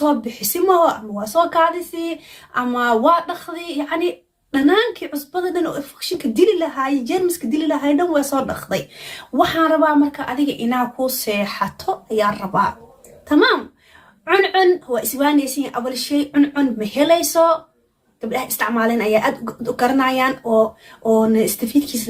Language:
Somali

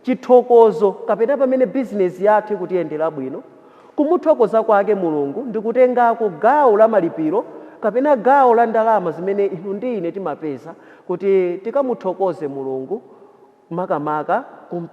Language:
Nyanja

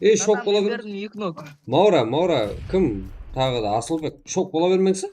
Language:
Kara-Kalpak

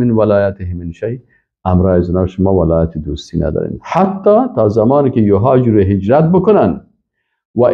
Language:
Persian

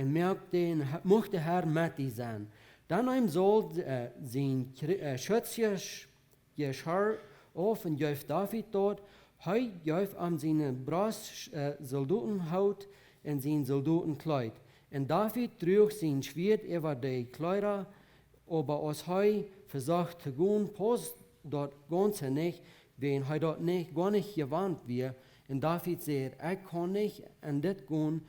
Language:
Plautdietsch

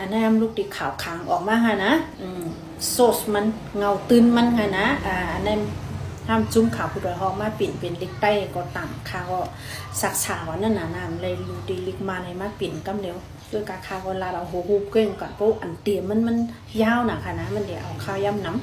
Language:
Shan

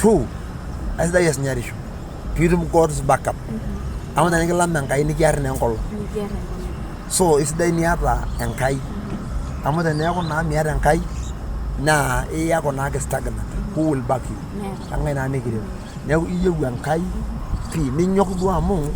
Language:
Masai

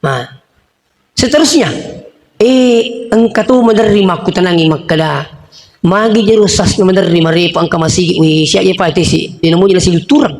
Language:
Buginese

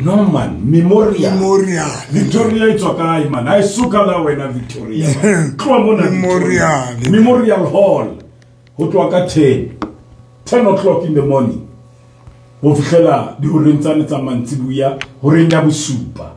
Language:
Southern Sotho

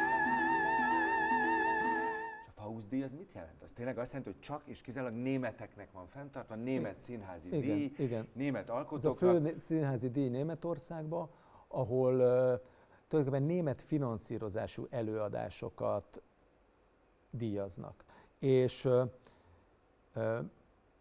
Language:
Hungarian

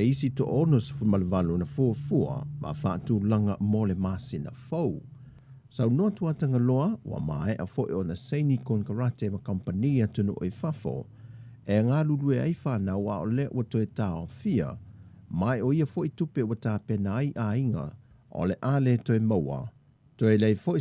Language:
Samoan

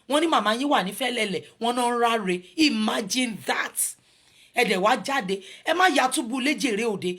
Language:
Yoruba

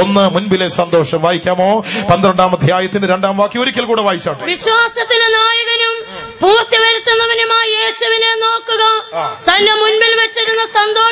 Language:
Malayalam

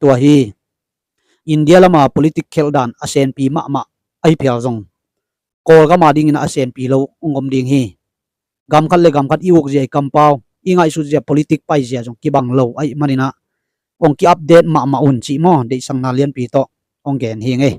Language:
Tedim Chin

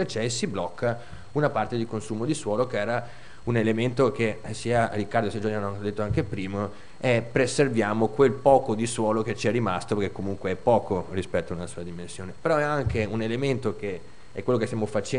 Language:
Italian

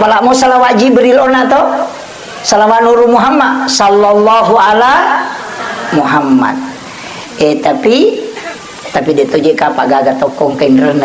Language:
Buginese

